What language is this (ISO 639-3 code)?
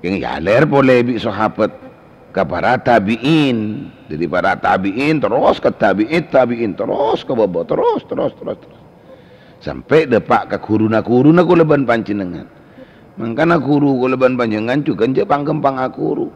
mad